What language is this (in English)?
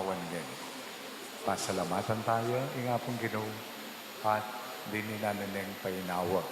Pampanga